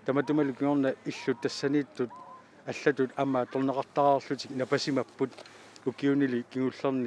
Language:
Kalaallisut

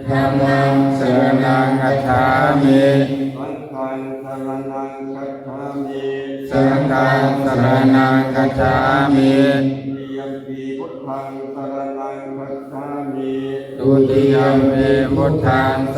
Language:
Pali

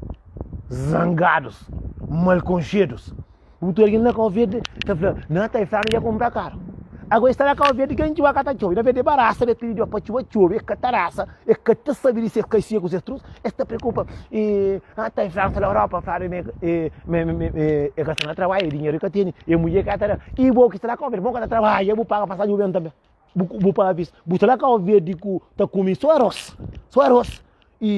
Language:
Kabuverdianu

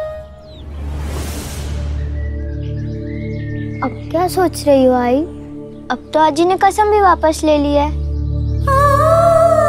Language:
Hindi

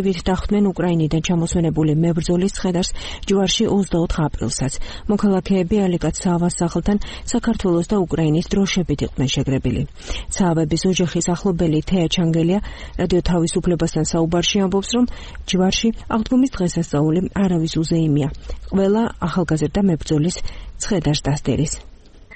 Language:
Georgian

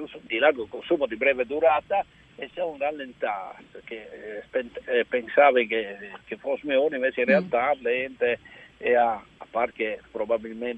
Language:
Friulian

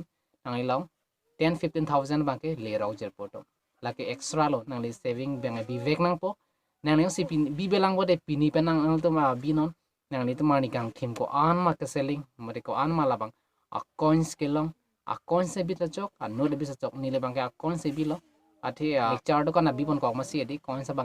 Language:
Karbi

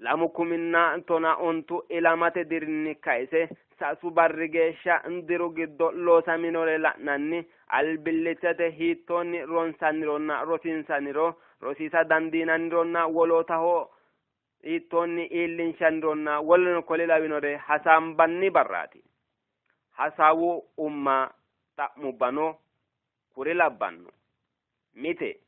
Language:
Sidamo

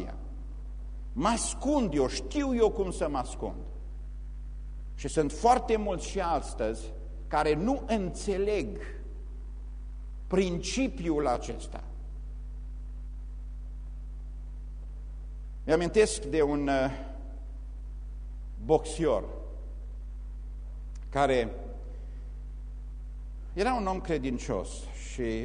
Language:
Romanian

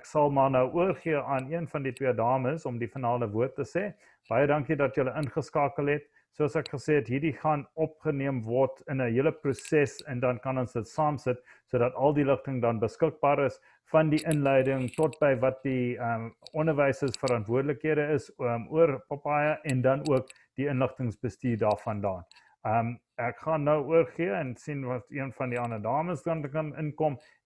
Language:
Afrikaans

